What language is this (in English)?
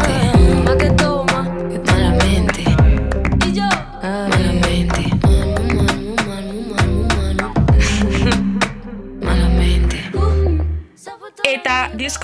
Basque